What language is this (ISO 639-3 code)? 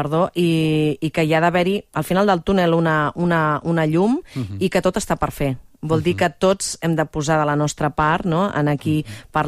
cat